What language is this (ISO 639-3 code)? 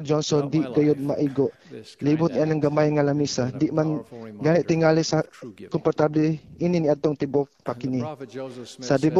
ceb